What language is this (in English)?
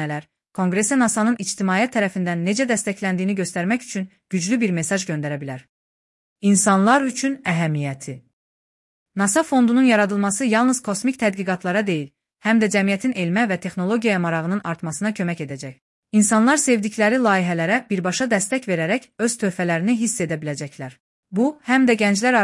Azerbaijani